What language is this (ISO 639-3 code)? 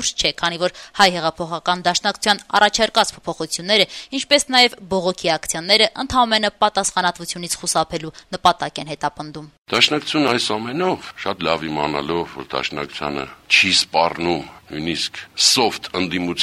hye